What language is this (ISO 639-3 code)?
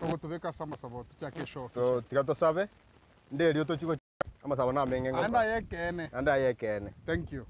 guz